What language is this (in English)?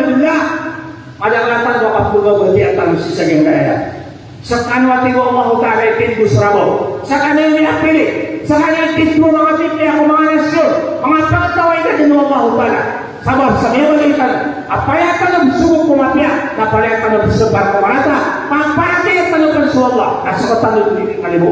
Maranao